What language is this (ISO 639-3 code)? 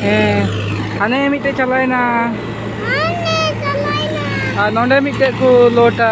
sat